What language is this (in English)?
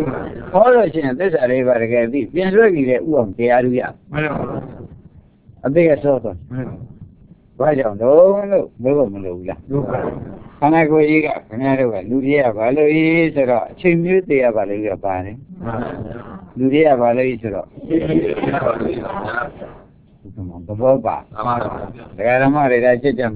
Burmese